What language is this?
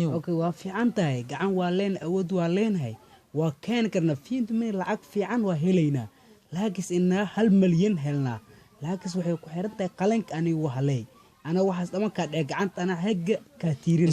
Somali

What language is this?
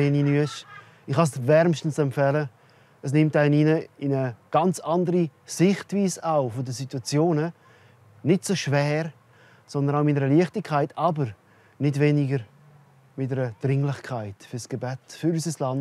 Swiss German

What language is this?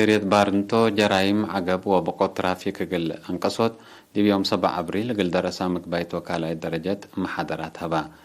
Tigre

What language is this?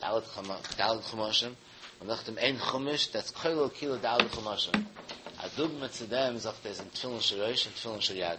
Yiddish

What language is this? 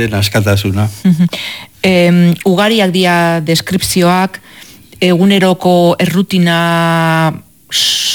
Basque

